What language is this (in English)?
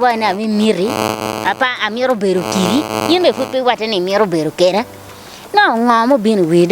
Acoli